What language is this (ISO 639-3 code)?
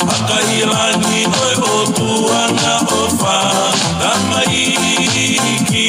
ton